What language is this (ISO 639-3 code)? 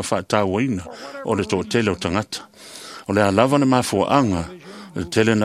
smo